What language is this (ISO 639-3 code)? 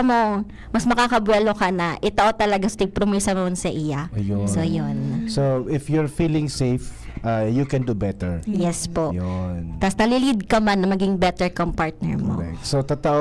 bik